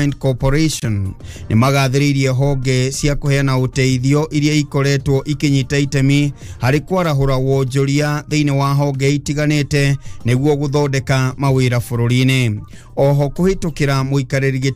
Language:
Kikuyu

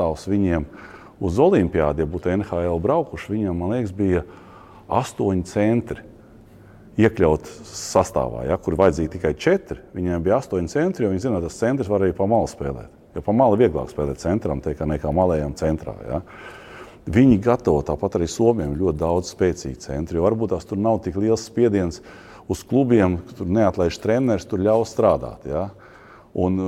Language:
Latvian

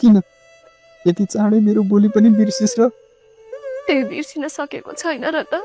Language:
Nepali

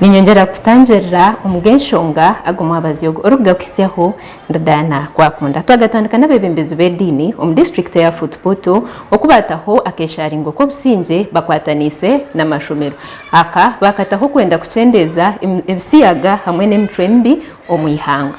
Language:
Nyankole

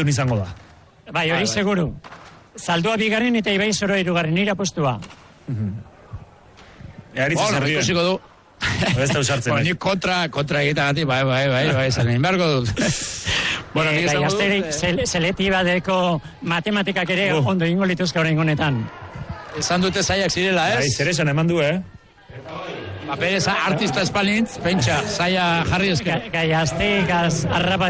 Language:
Basque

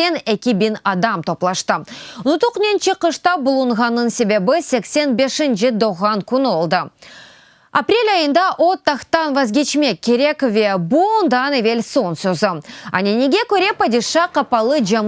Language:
Crimean Tatar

